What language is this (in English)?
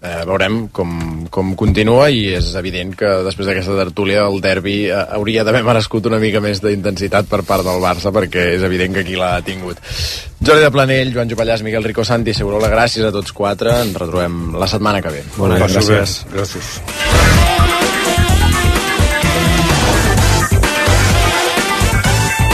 Catalan